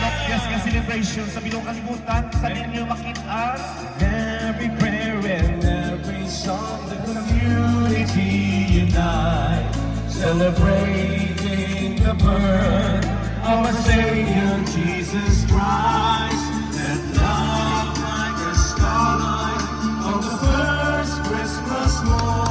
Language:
Hiligaynon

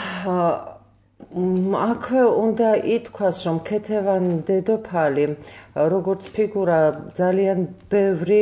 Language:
Georgian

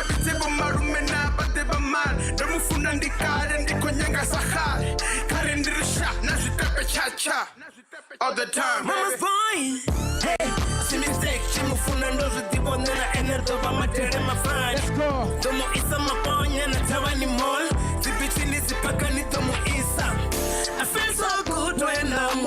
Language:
Venda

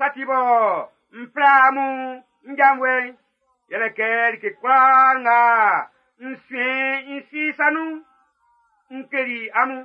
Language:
Baoulé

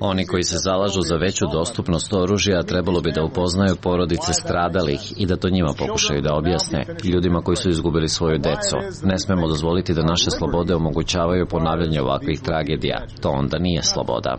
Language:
Serbian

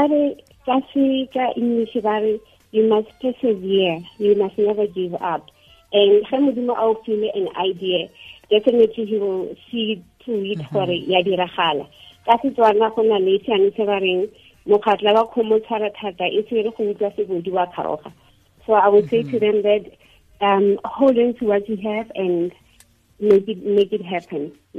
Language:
Tswana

